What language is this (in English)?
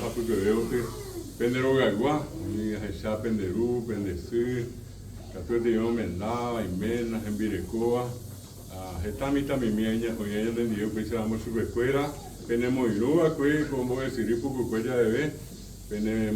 Guarani